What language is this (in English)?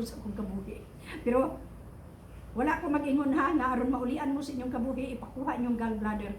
Cebuano